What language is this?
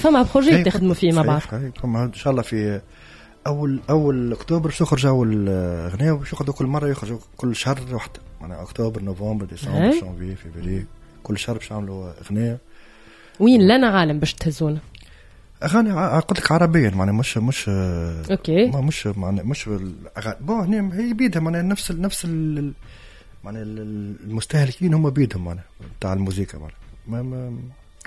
Tunisian Arabic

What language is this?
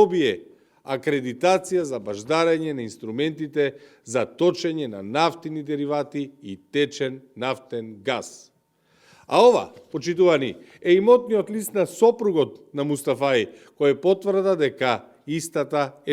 Macedonian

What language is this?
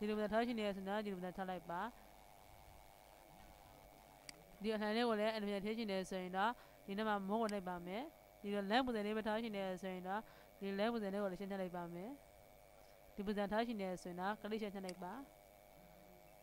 Burmese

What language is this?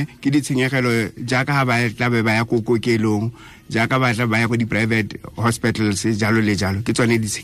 Tswana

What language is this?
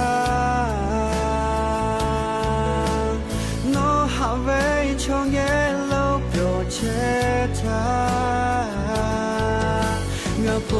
Lahu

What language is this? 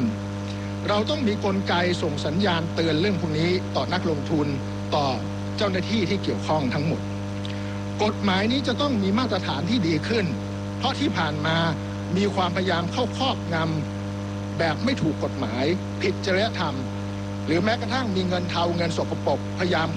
Thai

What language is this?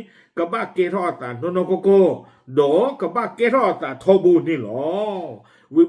S'gaw Karen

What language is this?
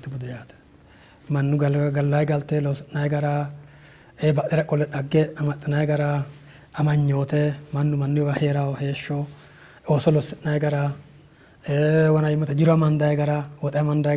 Sidamo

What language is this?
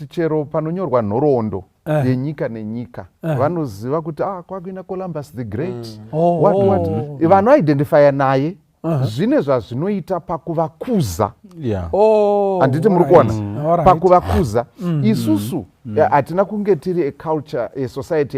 Shona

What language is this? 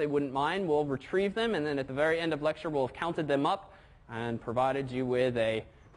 English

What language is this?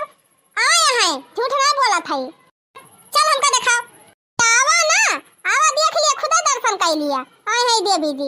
Awadhi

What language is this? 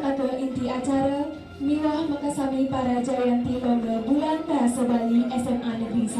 Balinese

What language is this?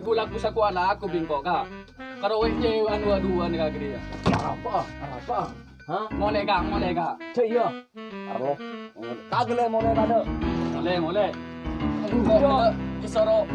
Madurese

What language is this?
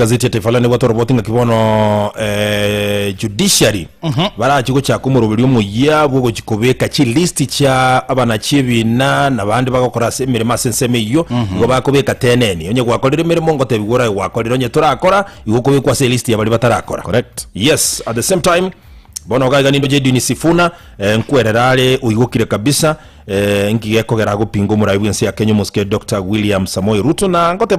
Gusii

